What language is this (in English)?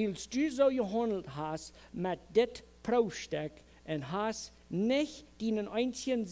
Plautdietsch